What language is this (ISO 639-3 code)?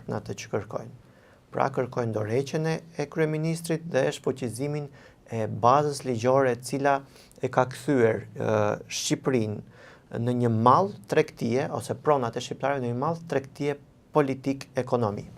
sqi